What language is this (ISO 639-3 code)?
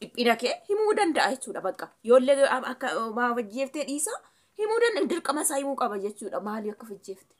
orm